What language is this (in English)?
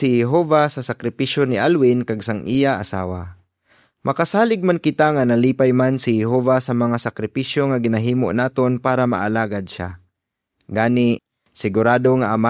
Hiligaynon